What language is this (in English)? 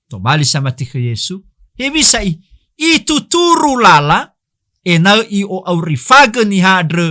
Nias